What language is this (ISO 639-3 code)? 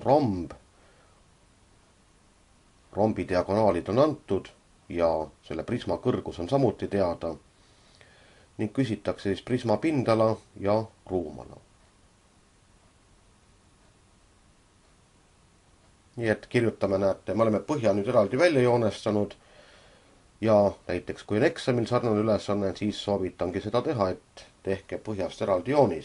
est